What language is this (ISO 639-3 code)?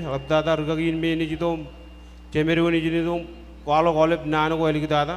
mah